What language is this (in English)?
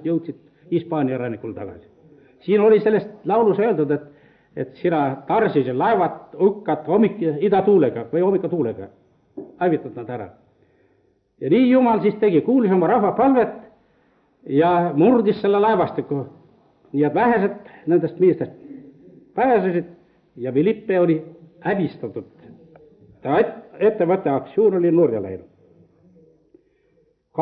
Estonian